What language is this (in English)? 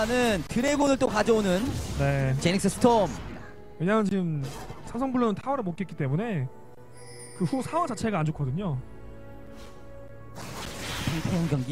Korean